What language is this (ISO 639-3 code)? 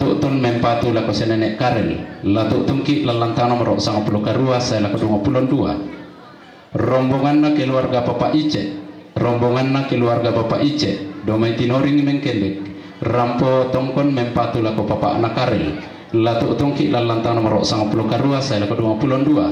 sda